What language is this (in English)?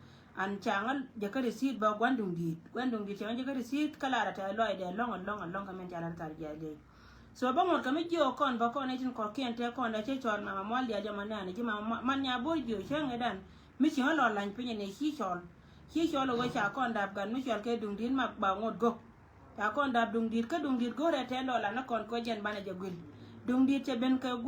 Nuer